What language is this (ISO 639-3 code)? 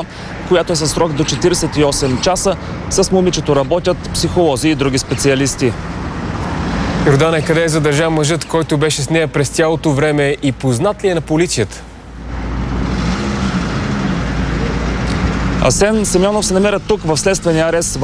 bul